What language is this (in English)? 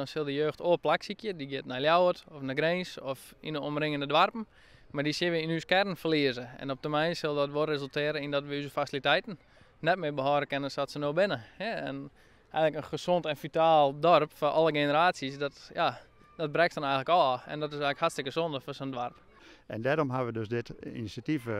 Western Frisian